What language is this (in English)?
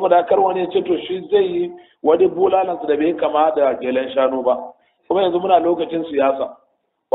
Hausa